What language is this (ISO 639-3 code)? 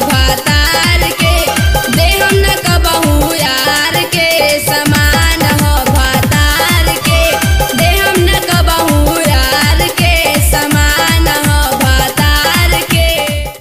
bho